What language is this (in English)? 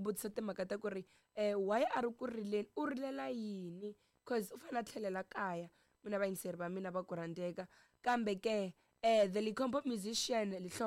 Tsonga